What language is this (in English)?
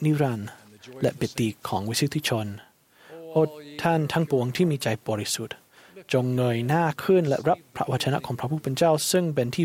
Thai